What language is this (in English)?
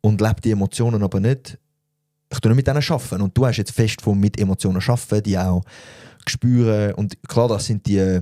Swiss German